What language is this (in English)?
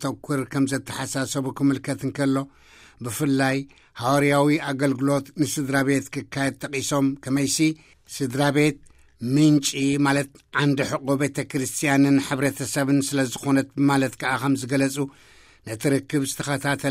Tigrinya